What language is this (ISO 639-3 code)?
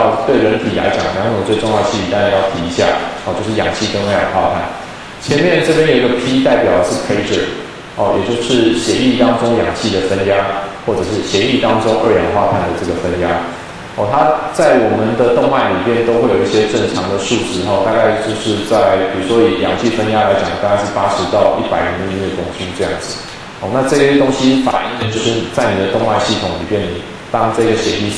zho